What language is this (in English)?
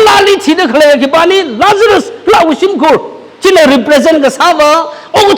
Tangkhul Naga (India)